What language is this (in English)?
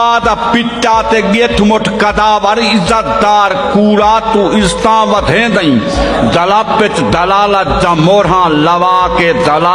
Saraiki